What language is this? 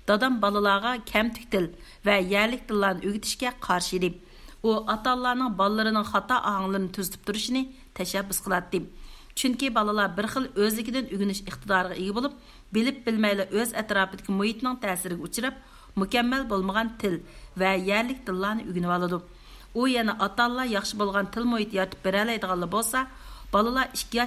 Uyghur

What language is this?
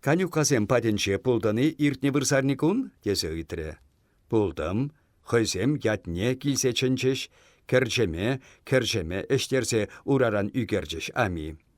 Chuvash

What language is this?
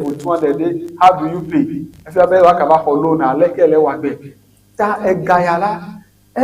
Ewe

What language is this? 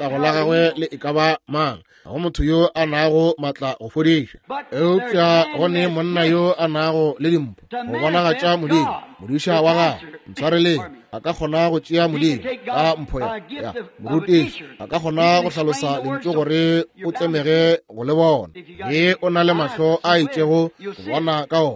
Northern Sotho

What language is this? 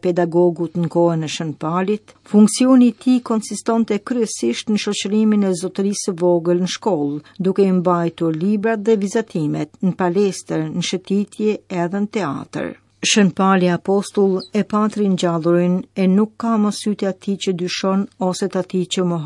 Albanian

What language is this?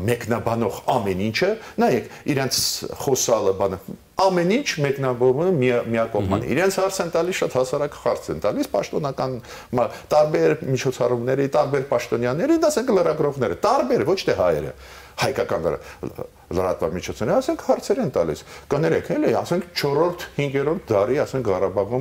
Armenian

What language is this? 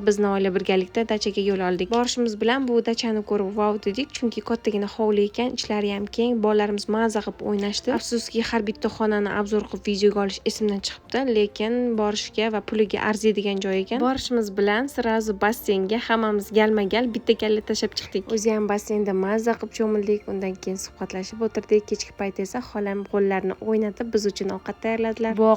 Uzbek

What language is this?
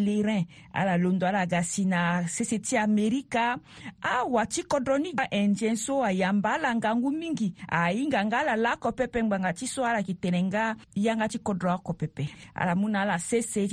Sango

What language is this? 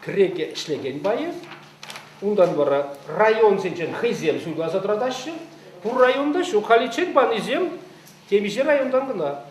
Chuvash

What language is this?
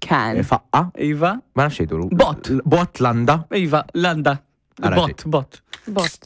Maltese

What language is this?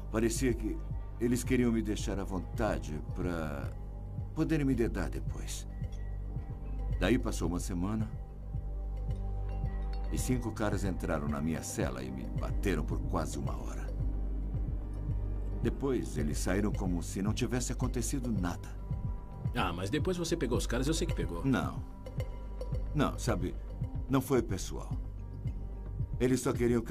Portuguese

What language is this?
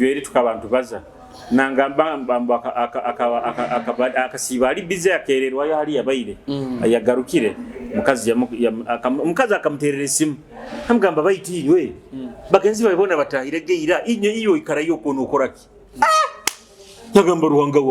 Nyoro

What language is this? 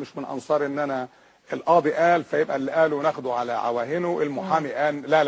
Egyptian Arabic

